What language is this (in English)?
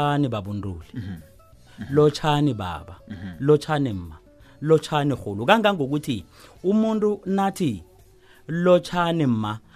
South Ndebele